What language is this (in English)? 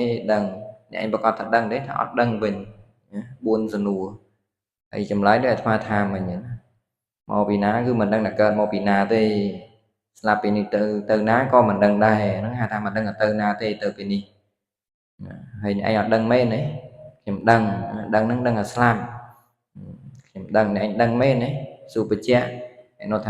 Khmer